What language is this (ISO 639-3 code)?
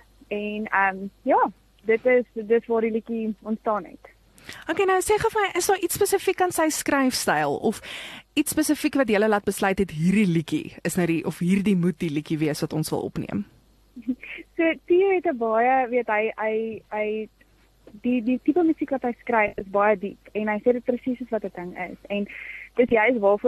afr